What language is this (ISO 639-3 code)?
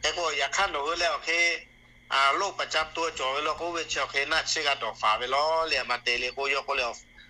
lhu